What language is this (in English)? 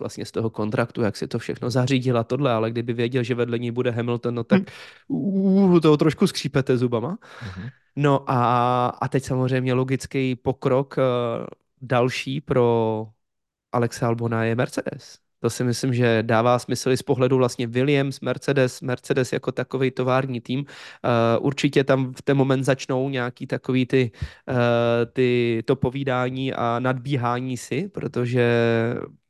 Czech